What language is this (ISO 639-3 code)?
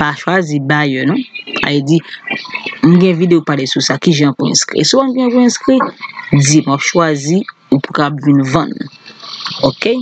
hat